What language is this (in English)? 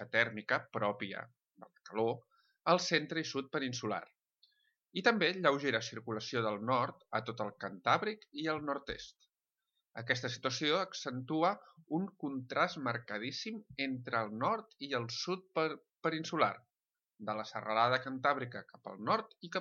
Catalan